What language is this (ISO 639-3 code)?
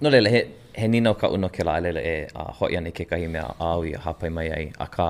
haw